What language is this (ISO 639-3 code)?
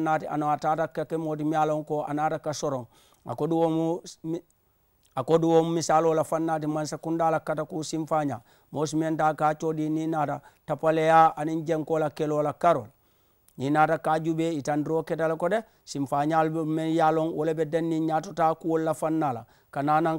man